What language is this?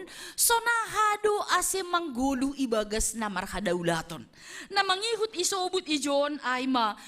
Batak Simalungun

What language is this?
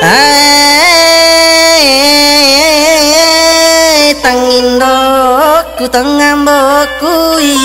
Buginese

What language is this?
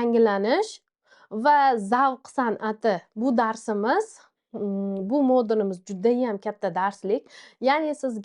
Uzbek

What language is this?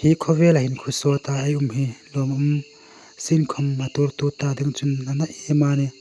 Hmar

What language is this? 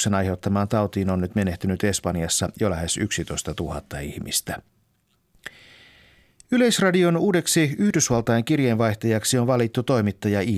Finnish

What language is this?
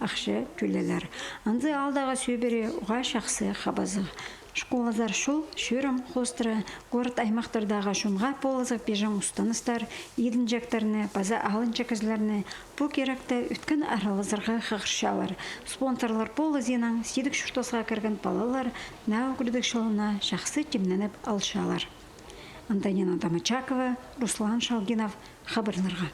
Khakas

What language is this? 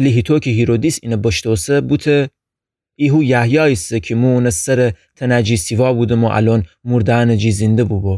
Gilaki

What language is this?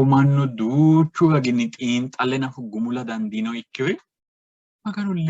Sidamo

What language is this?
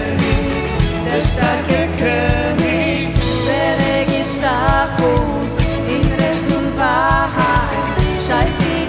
Swiss German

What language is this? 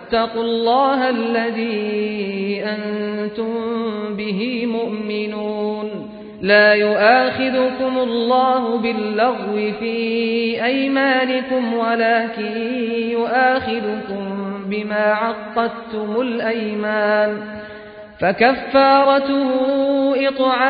Arabic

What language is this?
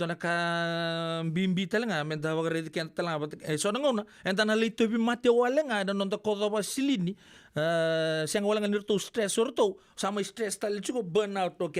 Fijian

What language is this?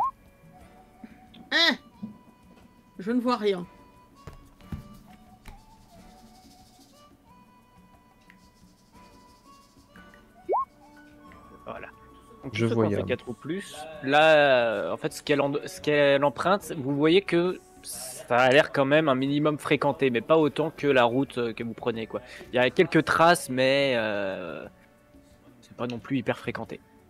French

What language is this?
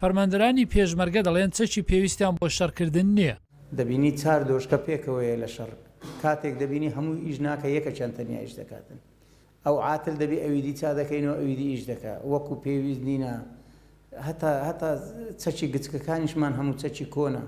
Central Kurdish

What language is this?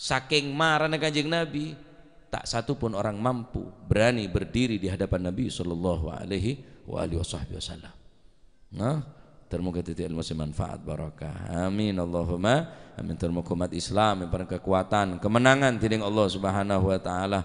Madurese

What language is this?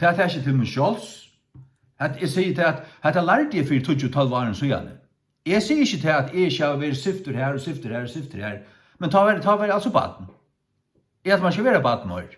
Faroese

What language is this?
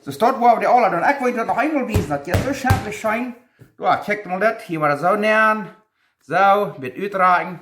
Plautdietsch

